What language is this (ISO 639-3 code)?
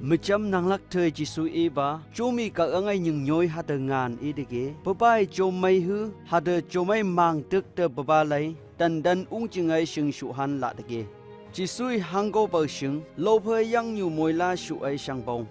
nph